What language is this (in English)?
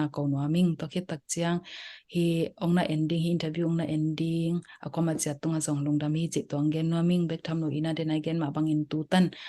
Tedim Chin